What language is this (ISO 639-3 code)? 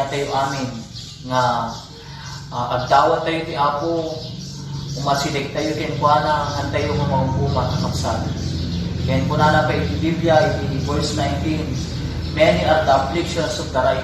ilo